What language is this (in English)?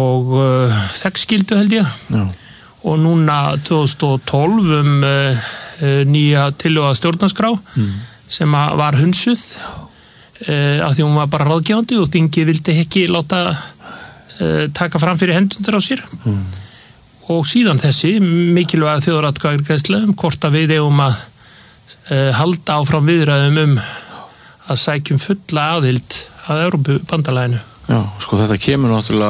Icelandic